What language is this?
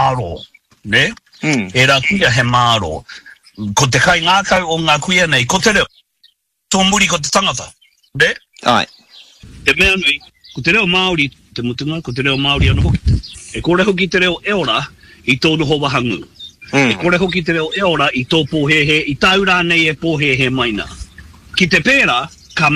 Māori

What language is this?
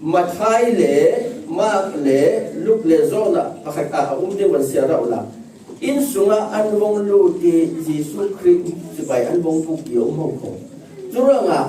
Falam Chin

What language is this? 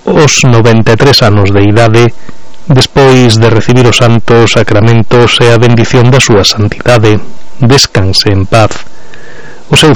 Galician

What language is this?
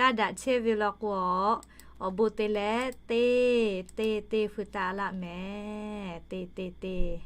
Lahu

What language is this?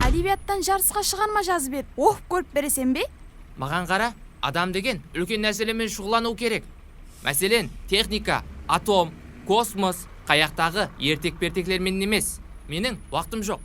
Kara-Kalpak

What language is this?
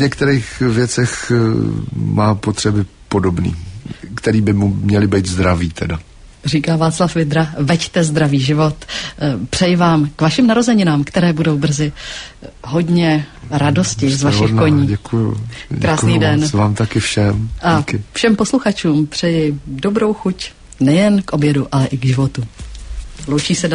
Czech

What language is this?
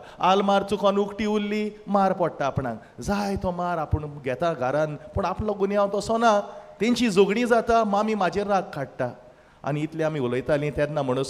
Konkani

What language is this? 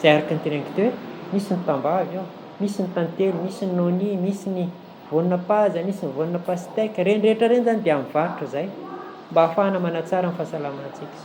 Malagasy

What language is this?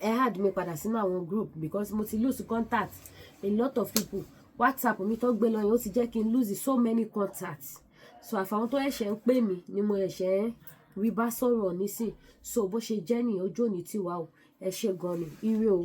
Yoruba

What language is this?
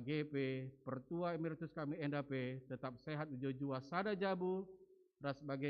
Batak Karo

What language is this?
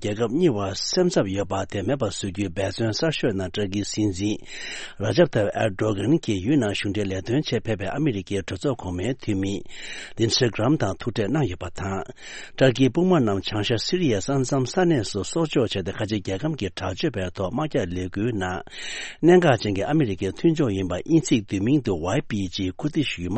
Tibetan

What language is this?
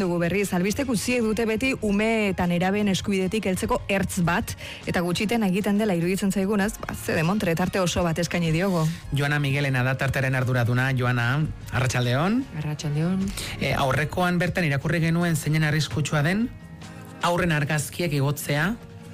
Basque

